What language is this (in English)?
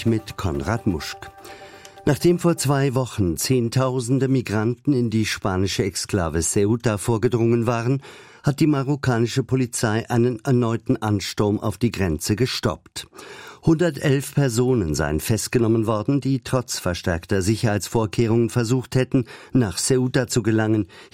German